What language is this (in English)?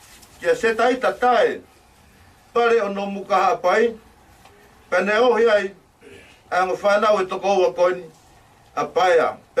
Tongan